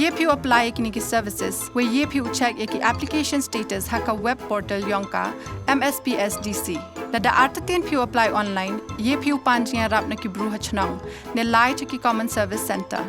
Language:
Khasi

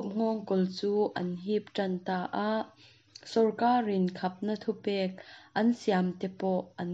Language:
Mizo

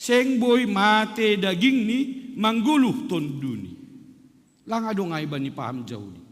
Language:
Batak Simalungun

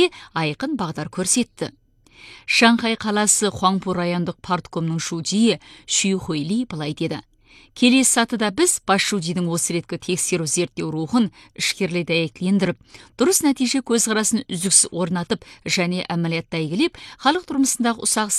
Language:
Kazakh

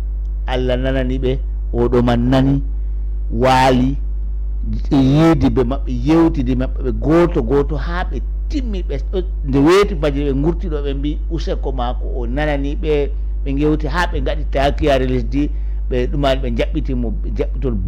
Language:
Fula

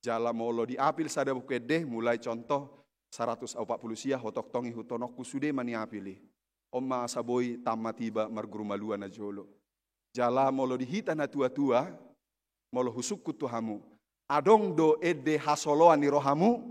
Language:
Batak Toba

